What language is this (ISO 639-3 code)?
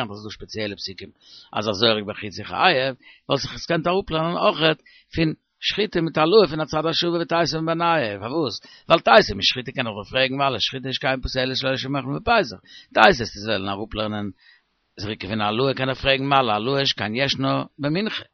yid